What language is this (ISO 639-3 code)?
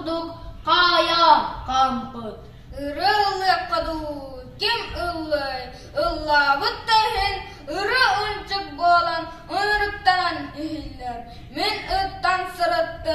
sah